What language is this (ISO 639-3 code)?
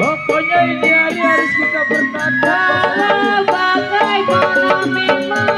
bew